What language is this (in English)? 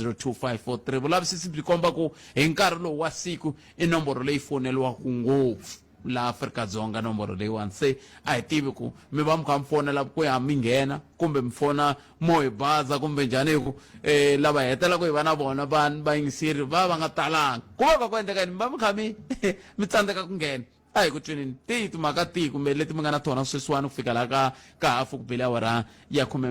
Tsonga